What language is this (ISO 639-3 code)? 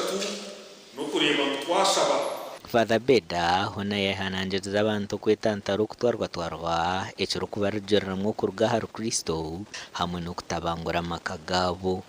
nyn